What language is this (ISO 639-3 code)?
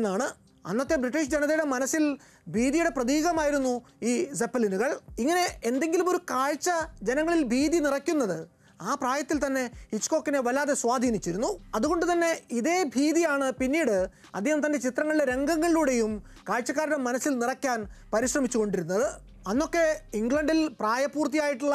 mal